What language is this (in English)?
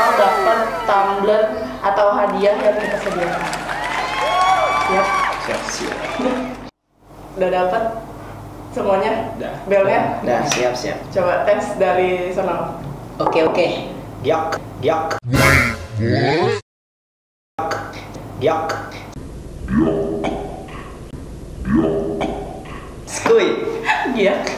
Indonesian